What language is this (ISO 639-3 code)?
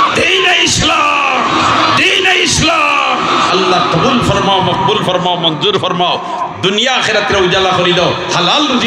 syl